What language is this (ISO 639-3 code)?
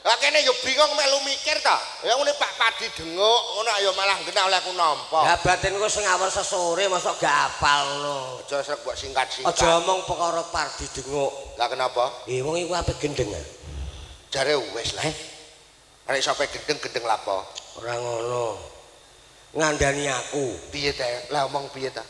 jav